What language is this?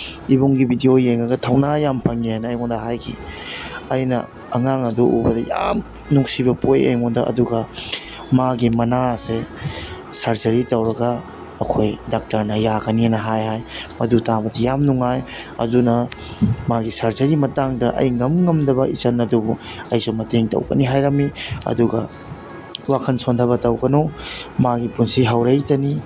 Manipuri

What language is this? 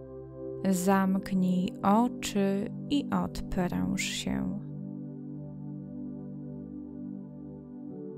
Polish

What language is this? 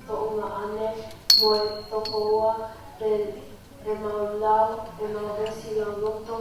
Tongan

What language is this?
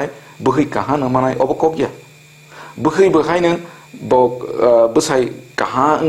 Kok Borok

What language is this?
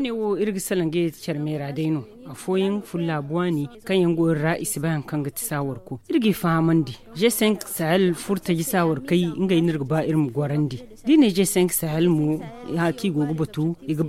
Zarma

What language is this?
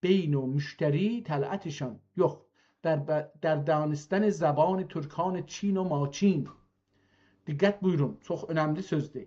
South Azerbaijani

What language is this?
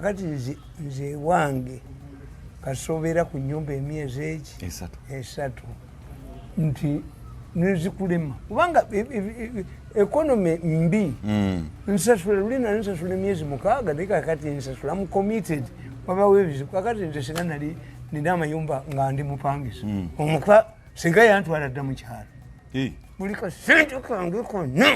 Ganda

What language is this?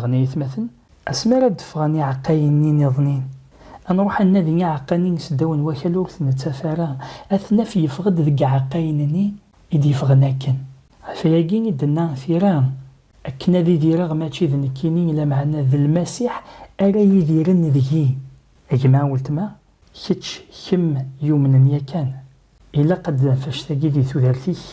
Kabyle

